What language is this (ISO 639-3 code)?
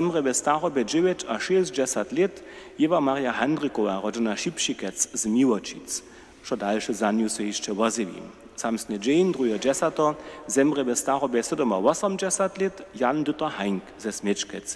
hsb